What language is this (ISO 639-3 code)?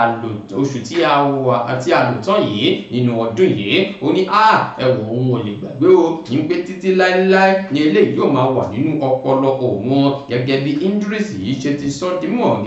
yor